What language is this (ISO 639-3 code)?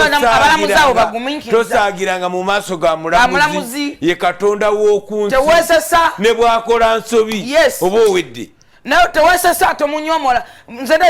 lug